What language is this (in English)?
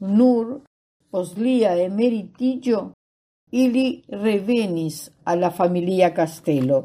Esperanto